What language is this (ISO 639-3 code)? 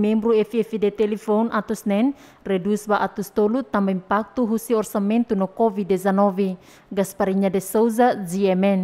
tet